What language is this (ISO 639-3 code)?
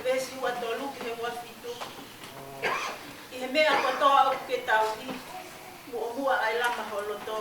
ton